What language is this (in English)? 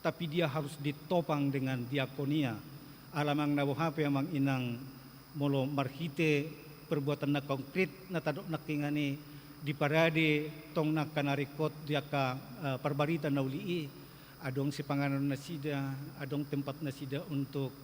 Batak Toba